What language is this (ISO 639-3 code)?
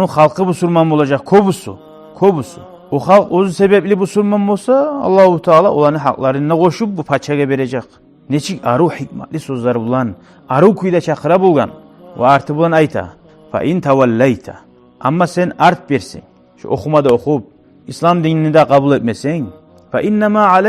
kum